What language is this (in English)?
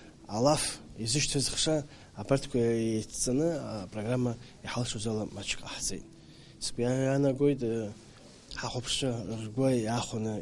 Abkhazian